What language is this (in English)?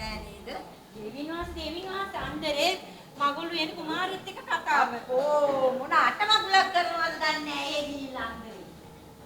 Sinhala